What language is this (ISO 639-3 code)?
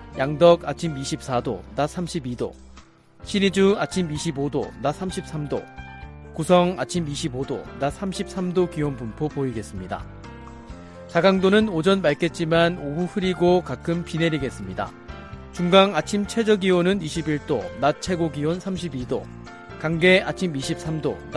kor